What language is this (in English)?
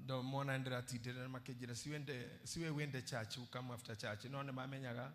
Kikuyu